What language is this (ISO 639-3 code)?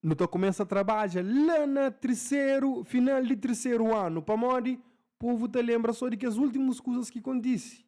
kea